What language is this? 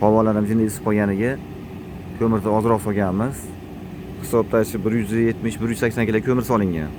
Uzbek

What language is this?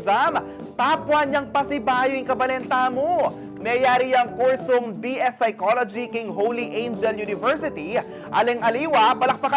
Pampanga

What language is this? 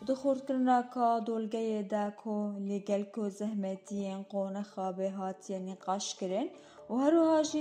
Kurdish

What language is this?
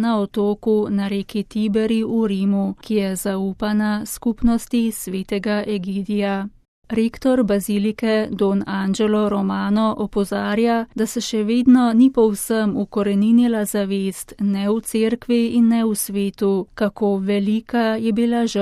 Slovenian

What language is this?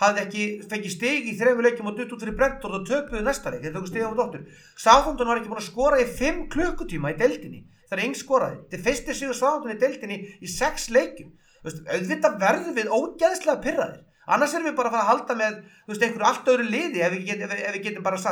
Icelandic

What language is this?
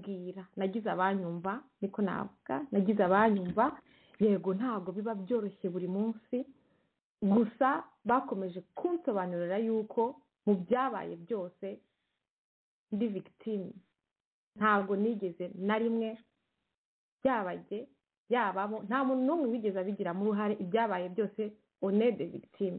Kinyarwanda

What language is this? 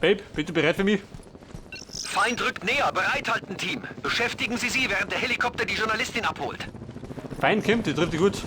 Bavarian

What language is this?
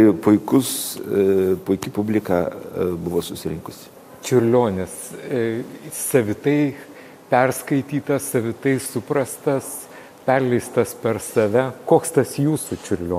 Lithuanian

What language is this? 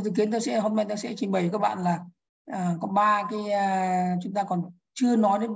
Vietnamese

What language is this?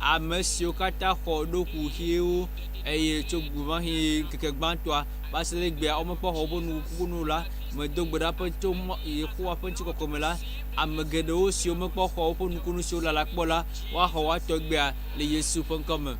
Ewe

